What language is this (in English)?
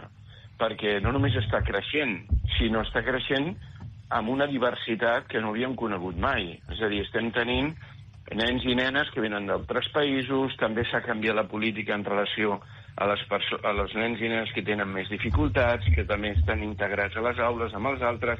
Catalan